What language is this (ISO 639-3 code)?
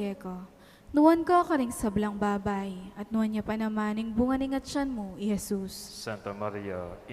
pam